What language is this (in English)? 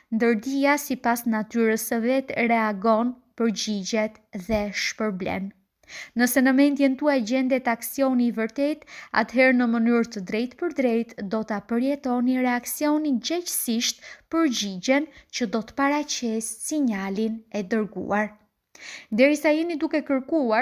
Albanian